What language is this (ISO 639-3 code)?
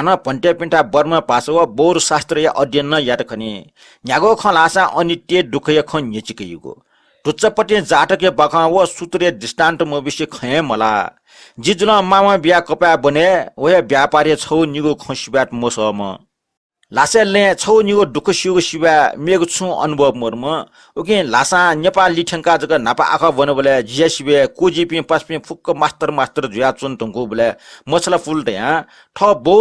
new